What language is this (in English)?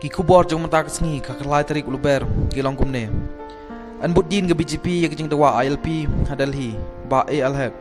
Khasi